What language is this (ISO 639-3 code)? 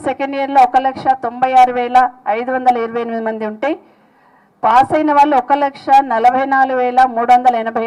tel